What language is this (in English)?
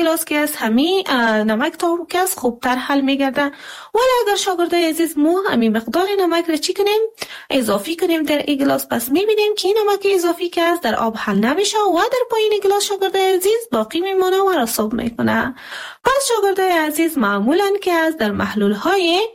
Persian